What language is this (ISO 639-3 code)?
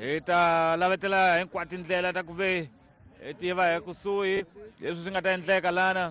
tso